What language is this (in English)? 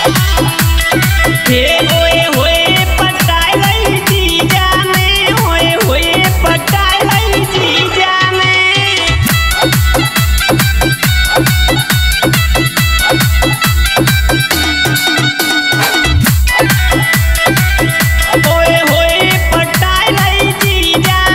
Bhojpuri